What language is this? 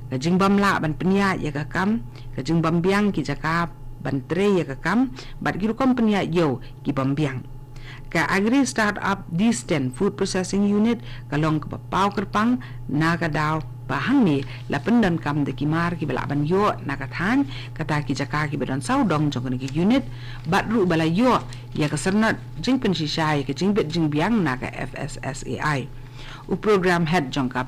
Khasi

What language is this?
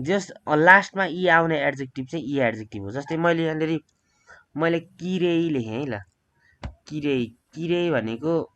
Nepali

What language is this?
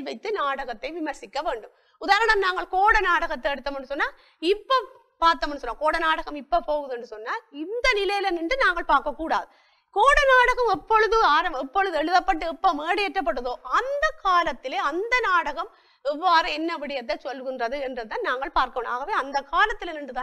Tamil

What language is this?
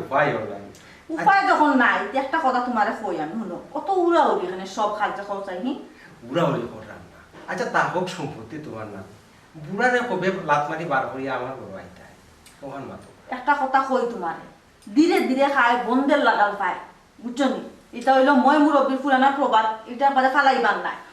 Sylheti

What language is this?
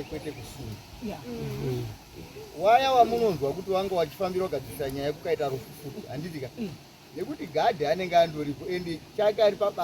Shona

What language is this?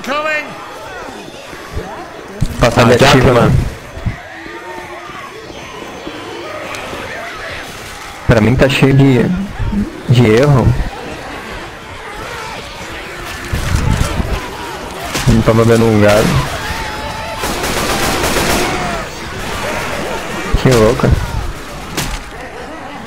Portuguese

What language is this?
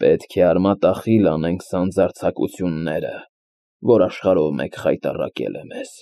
Armenian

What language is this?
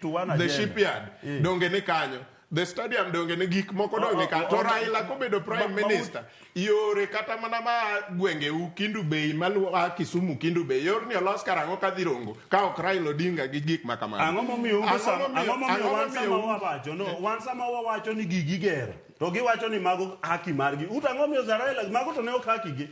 Luo (Kenya and Tanzania)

